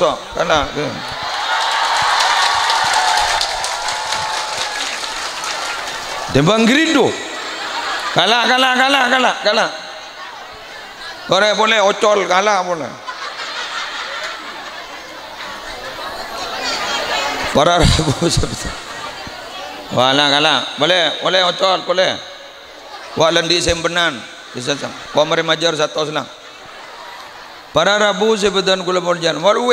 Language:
Madurese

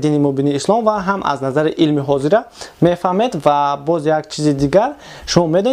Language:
Tajik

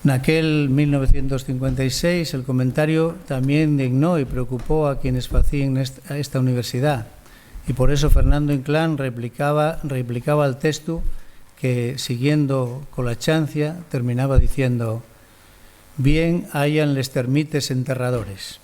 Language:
Asturian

